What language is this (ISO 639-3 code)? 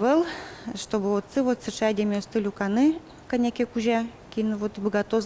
udm